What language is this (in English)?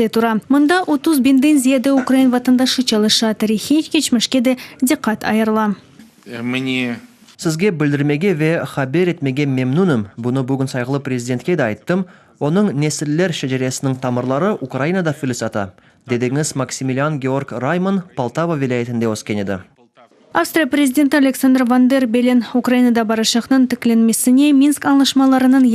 Crimean Tatar